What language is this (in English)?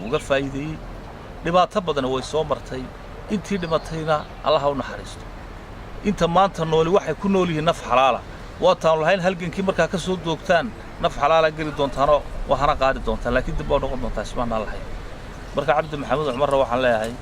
Somali